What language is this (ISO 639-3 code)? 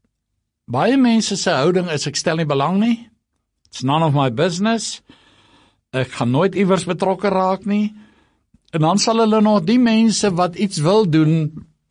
afr